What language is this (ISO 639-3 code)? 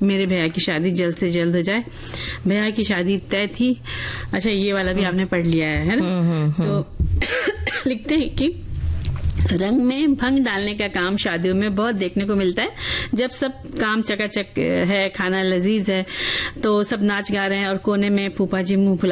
hin